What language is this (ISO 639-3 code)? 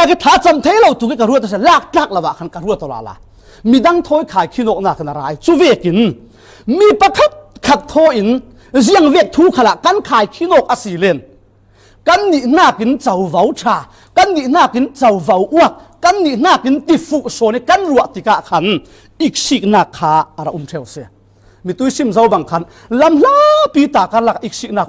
cfm